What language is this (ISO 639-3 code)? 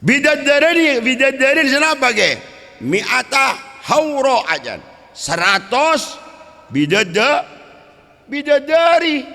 mad